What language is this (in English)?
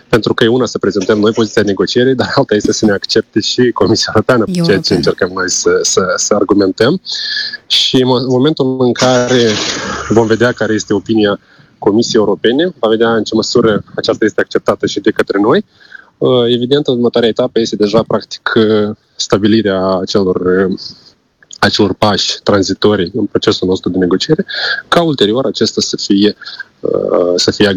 Romanian